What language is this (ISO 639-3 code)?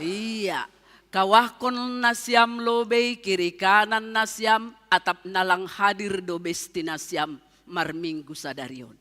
bts